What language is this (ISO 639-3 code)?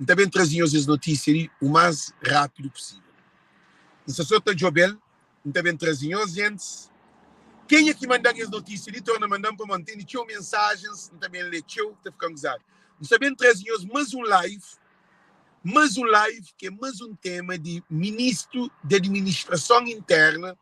kea